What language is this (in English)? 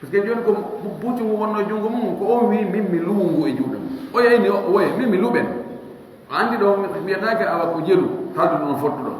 Fula